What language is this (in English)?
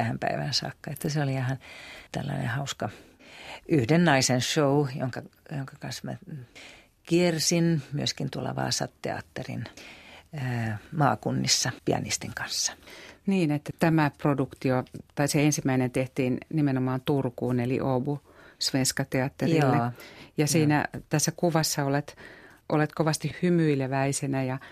Finnish